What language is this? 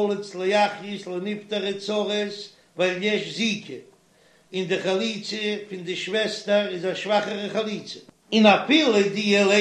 Yiddish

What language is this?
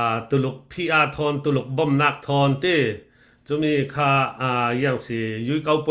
Falam Chin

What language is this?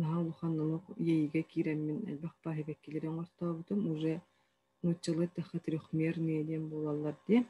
Yakut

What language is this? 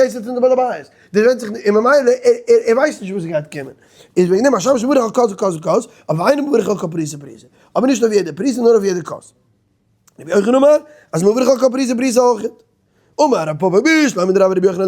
Yiddish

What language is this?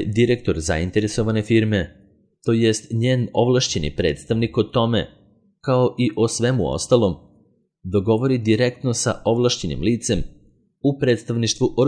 Serbian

